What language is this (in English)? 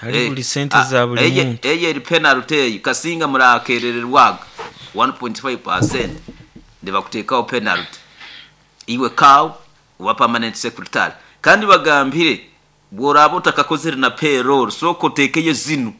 Nyoro